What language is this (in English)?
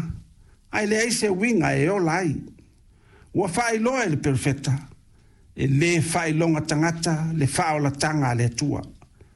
Samoan